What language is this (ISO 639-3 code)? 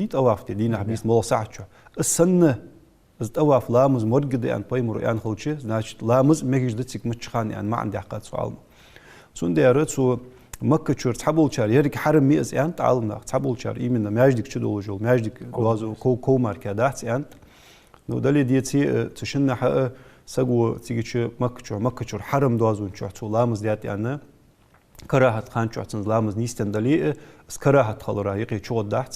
inh